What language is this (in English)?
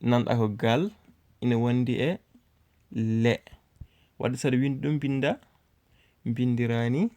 Fula